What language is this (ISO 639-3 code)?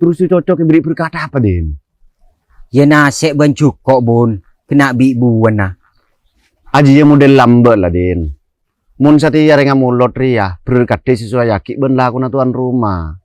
mad